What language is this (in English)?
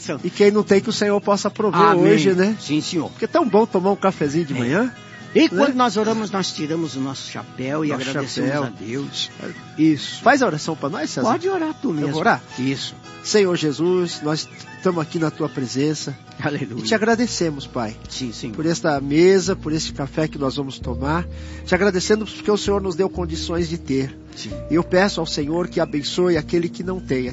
Portuguese